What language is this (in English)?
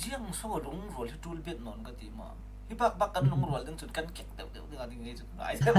Falam Chin